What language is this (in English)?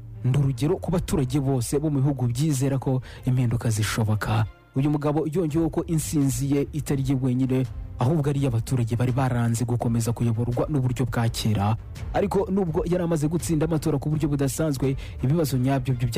Kinyarwanda